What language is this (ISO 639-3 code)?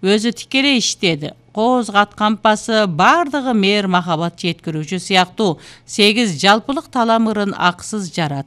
kir